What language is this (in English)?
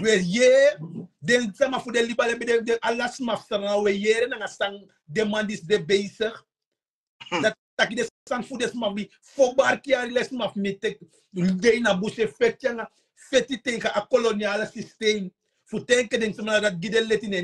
Sranan Tongo